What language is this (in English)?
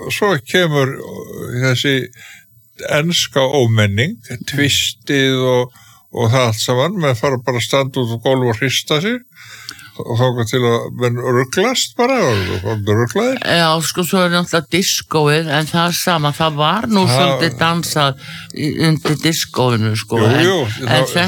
Icelandic